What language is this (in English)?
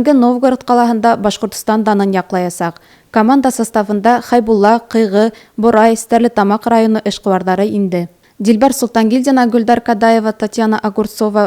Bashkir